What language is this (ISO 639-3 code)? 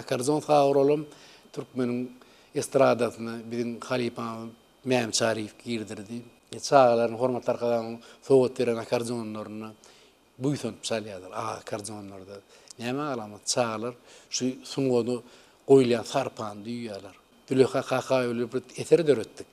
tuk